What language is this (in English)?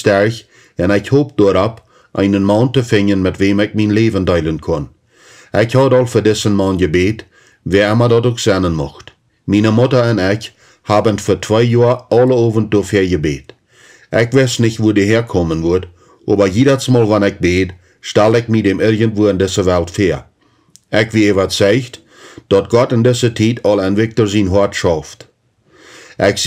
Plautdietsch